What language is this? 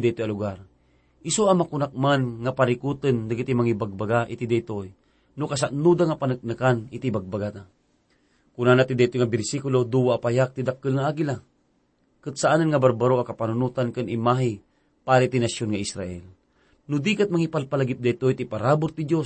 Iloko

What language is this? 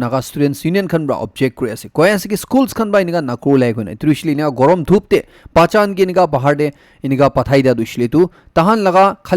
Naga Pidgin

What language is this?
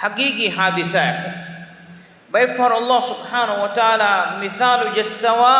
Divehi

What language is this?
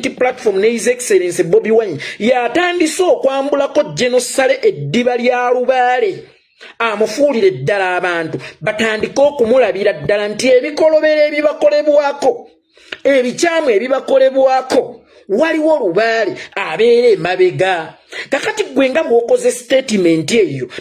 Ganda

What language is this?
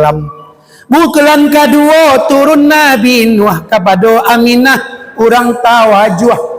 Minangkabau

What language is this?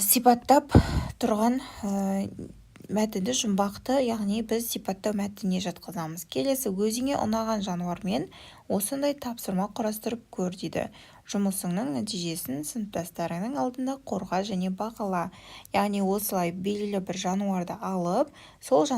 Kazakh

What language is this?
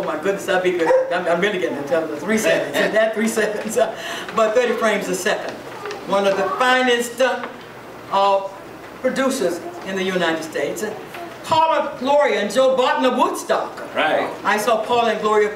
English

